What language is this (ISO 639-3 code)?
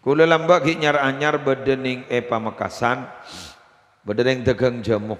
mad